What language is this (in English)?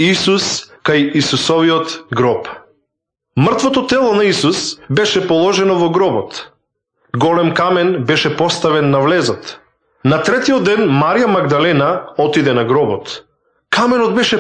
Macedonian